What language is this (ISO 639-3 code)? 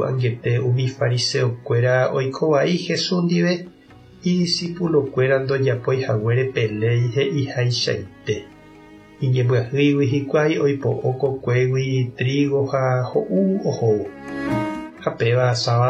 grn